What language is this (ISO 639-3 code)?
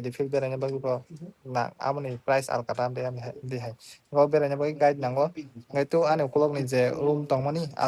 trp